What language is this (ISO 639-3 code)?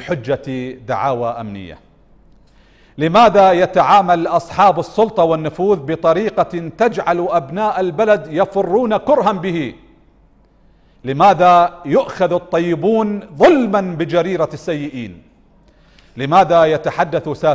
ara